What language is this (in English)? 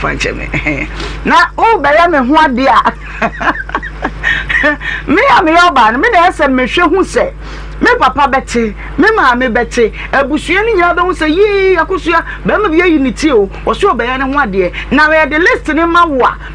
Akan